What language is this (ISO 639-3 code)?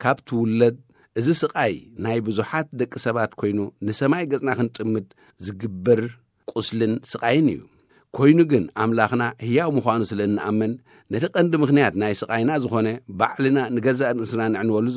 tir